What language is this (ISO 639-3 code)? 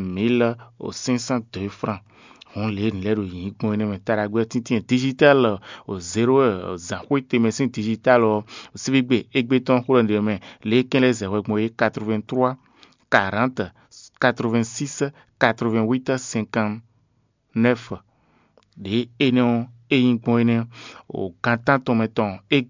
fon